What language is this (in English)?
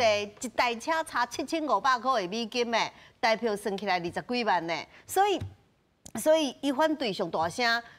Min Nan Chinese